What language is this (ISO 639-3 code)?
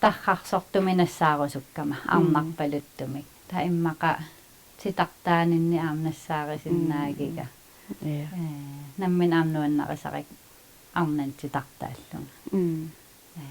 kal